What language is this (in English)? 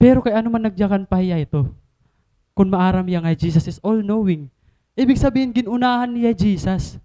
Waray